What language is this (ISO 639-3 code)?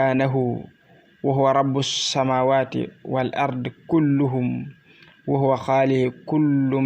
wol